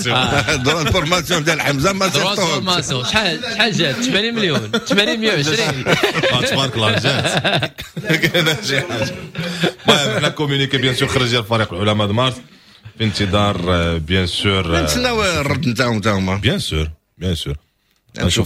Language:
Moroccan Arabic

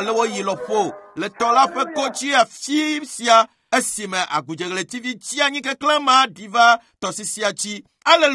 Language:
Ewe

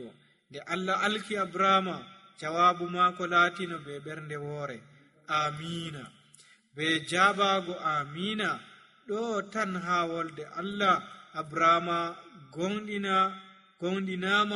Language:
Nigerian Fulfulde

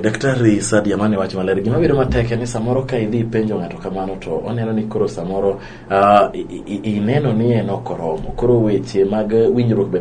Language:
Luo (Kenya and Tanzania)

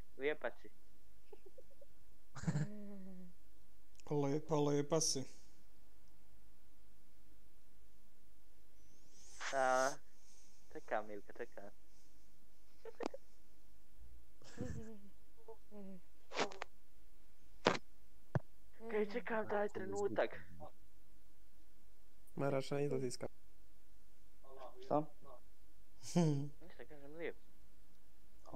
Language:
Bosnian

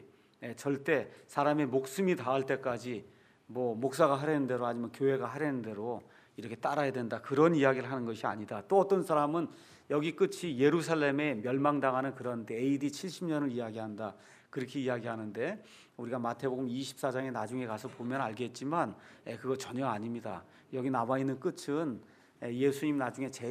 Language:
Korean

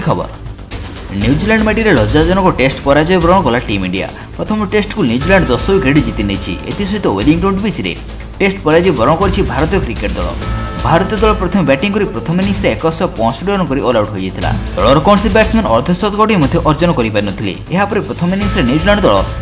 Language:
Odia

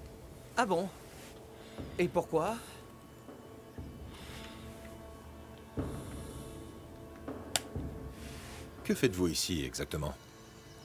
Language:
French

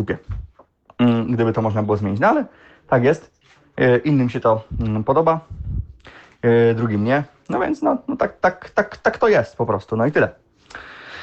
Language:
Polish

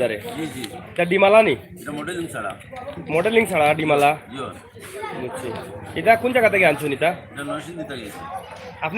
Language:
Sylheti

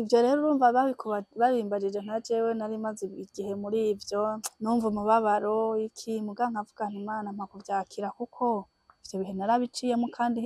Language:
Rundi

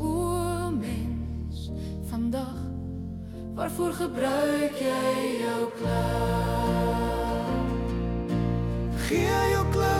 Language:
Afrikaans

